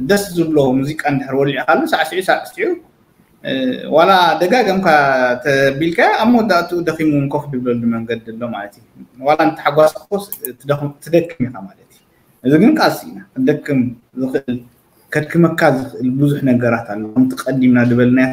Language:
Tigrinya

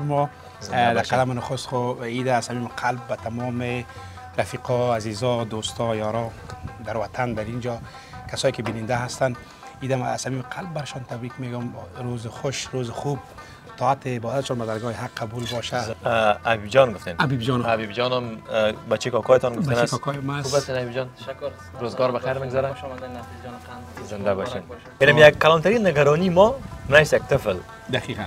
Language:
Persian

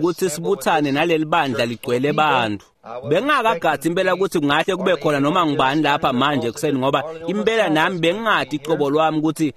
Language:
Swati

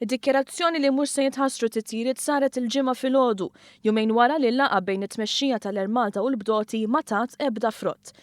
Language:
Maltese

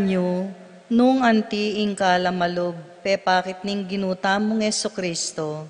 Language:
Pampanga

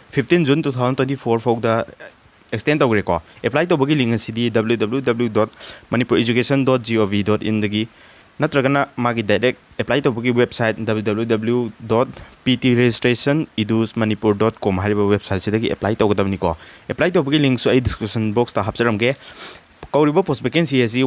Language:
Manipuri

